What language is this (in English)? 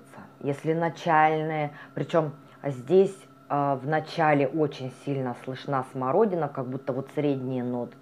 Russian